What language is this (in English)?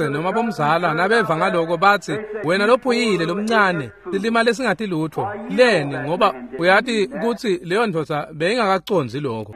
Swati